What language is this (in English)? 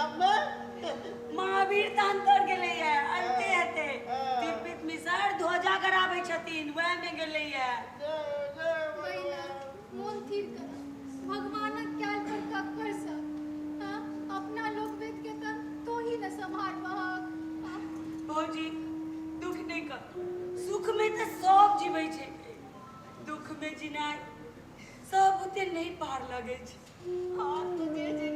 Maithili